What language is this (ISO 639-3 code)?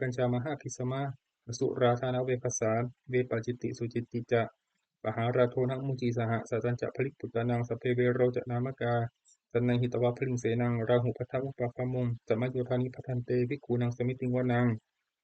pli